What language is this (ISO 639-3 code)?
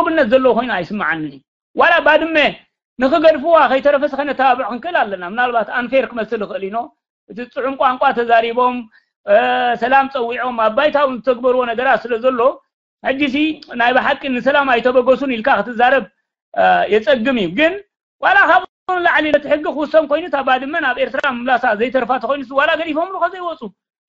tir